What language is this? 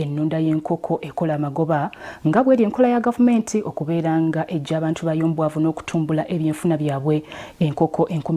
Ganda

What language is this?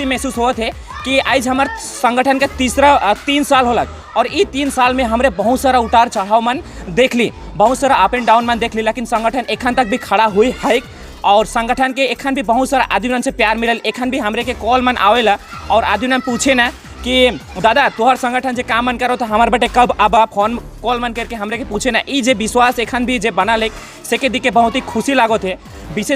Sadri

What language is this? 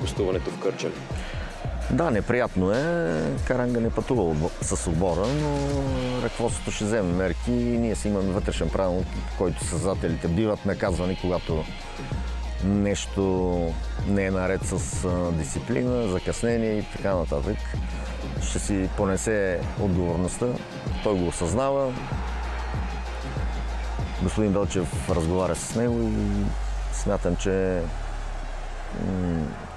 Bulgarian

